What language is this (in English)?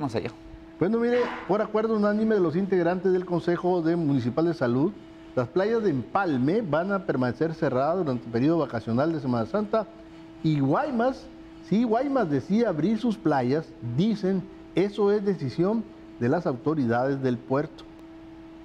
Spanish